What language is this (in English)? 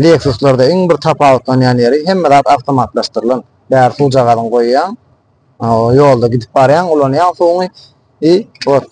Turkmen